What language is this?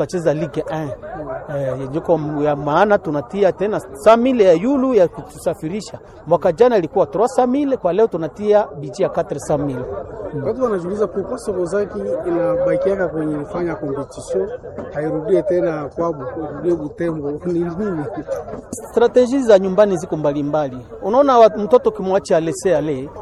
Swahili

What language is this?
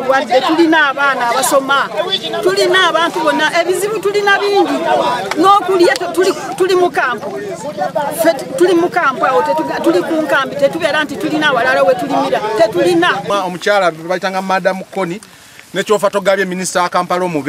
Ganda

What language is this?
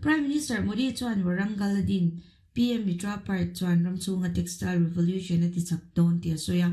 Mizo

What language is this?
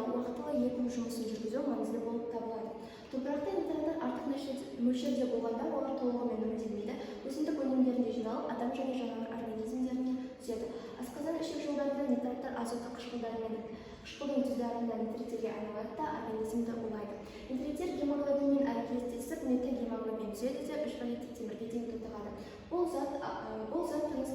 Kazakh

